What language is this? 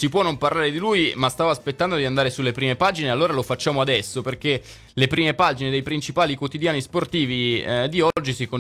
Italian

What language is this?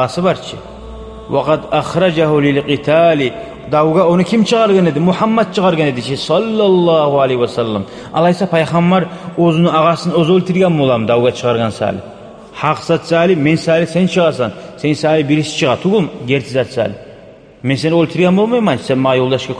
Kumyk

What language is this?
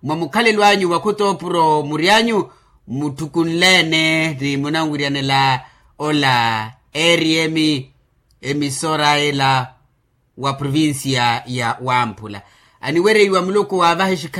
Makhuwa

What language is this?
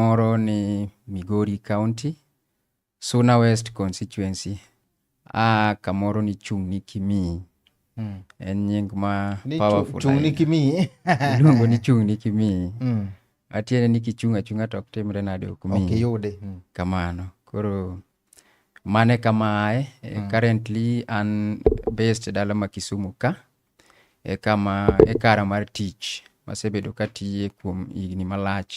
Luo (Kenya and Tanzania)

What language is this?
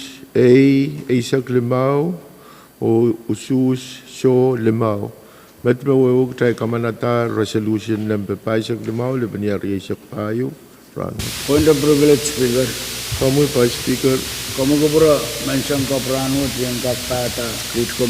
Pohnpeian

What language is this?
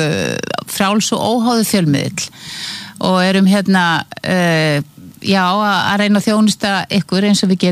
Icelandic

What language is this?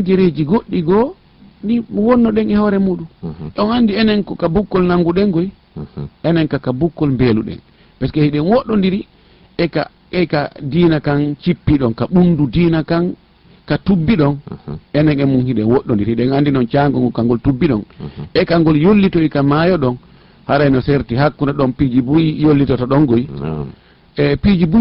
Fula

